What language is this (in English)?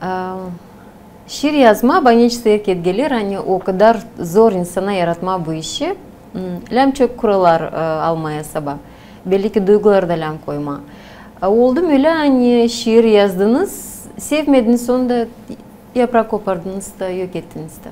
Gagauz